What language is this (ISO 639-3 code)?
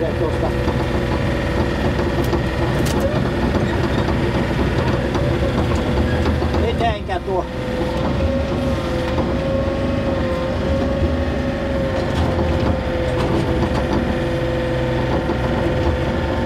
fin